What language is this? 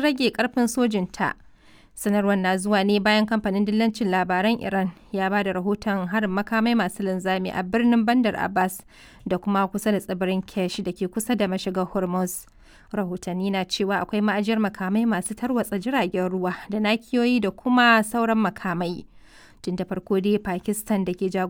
Hausa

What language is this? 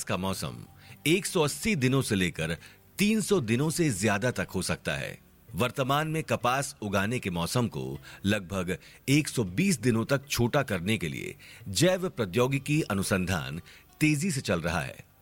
Hindi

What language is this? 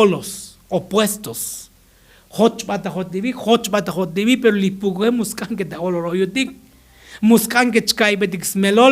Tzotzil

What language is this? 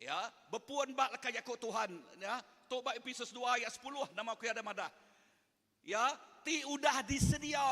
Iban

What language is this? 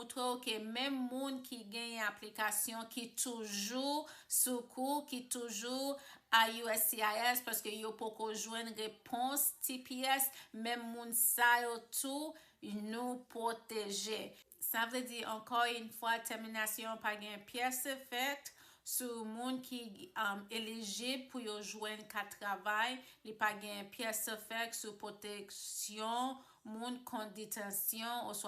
Haitian Creole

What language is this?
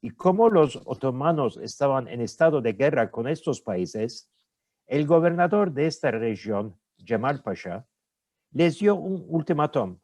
Ladino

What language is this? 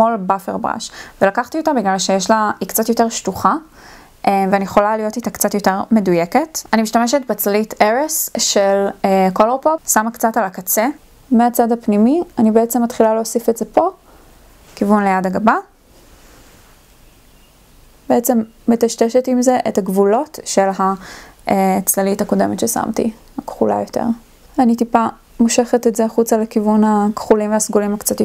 Hebrew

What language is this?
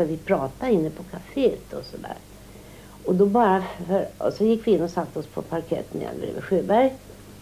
Swedish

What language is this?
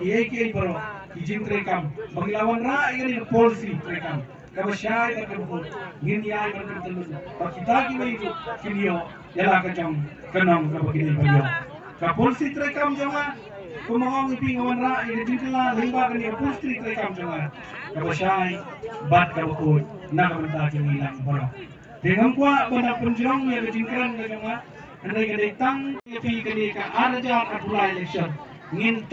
Khasi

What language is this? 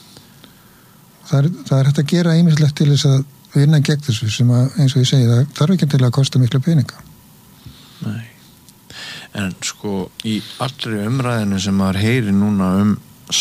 Icelandic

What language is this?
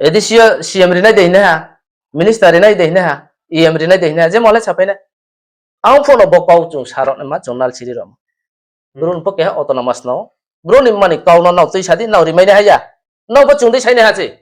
Riang (India)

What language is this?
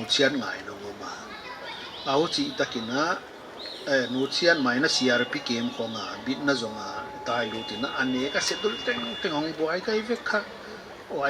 Paite Chin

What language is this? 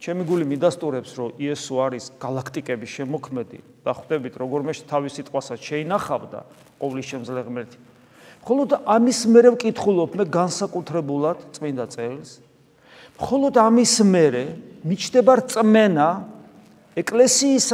Georgian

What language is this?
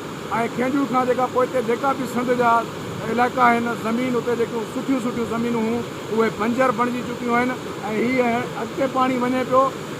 Sindhi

